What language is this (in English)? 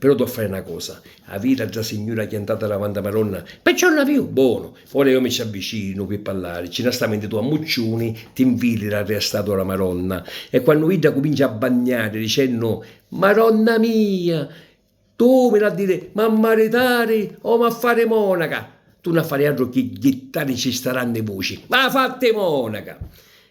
Sicilian